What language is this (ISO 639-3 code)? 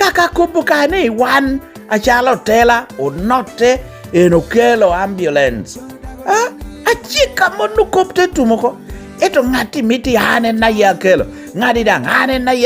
laj